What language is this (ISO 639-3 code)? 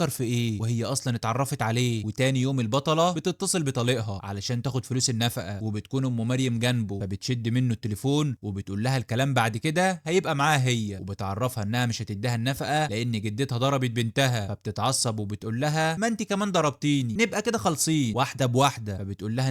arz